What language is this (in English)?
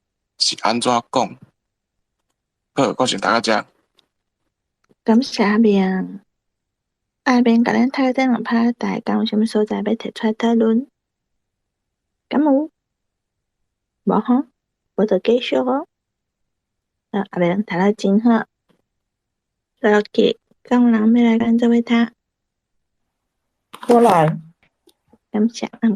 Min Nan Chinese